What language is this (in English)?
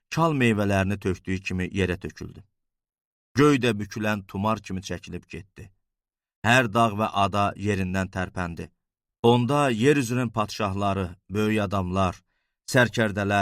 Azerbaijani